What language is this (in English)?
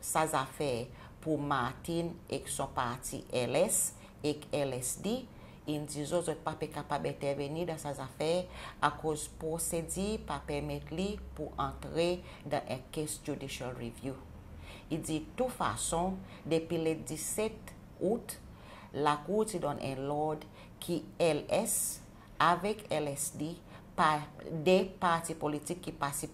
Seselwa Creole French